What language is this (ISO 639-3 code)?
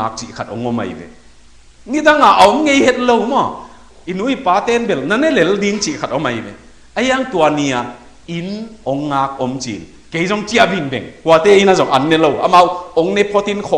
ctd